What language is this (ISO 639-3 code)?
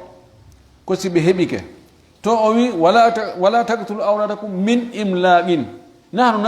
ful